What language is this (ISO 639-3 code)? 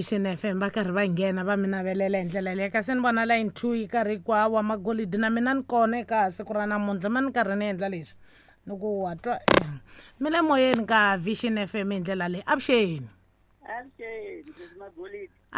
tso